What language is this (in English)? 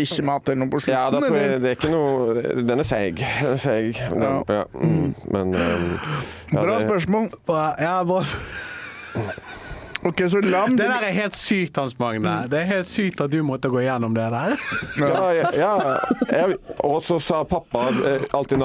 Norwegian